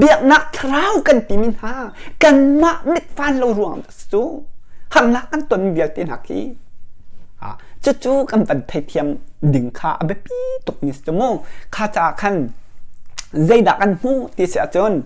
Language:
Hakha Chin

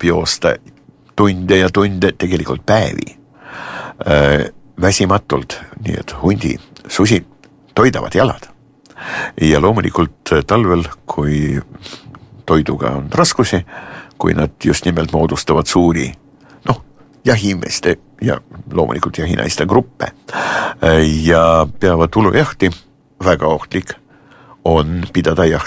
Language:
Estonian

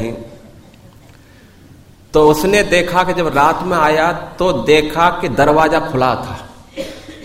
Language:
Hindi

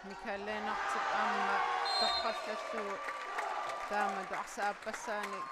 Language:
Kalaallisut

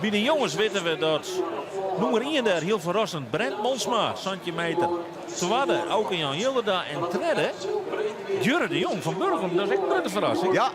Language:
Western Frisian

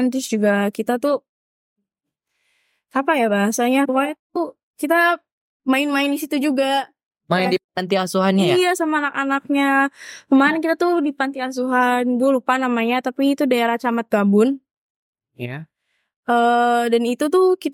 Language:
Indonesian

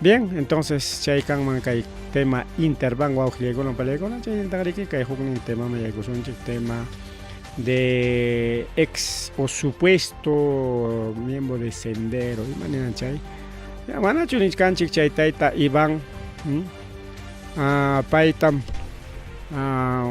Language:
Ayacucho Quechua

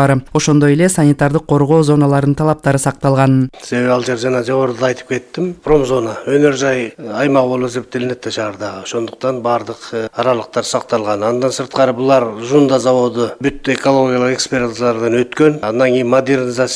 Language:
Kyrgyz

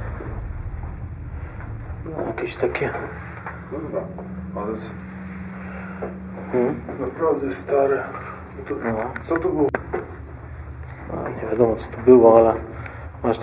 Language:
Polish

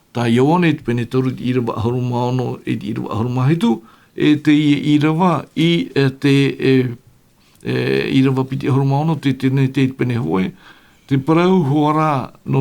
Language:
Tahitian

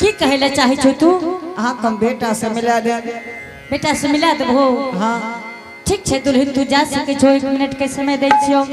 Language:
Angika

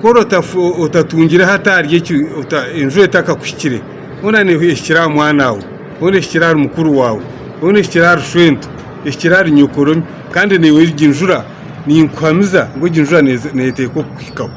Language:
Nyankole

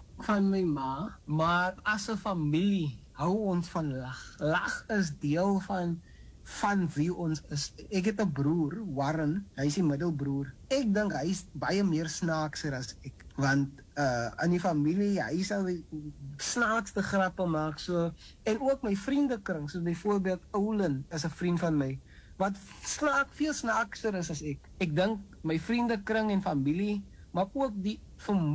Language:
Afrikaans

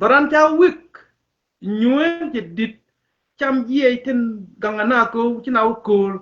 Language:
Nuer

